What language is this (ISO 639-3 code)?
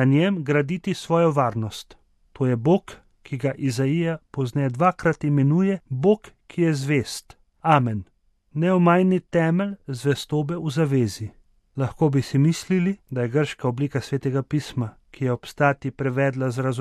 slv